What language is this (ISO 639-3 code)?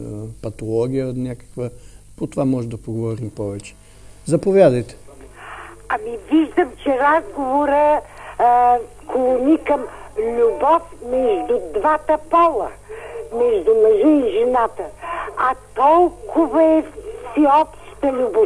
bul